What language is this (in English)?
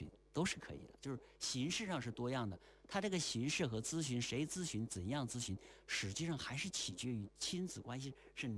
Chinese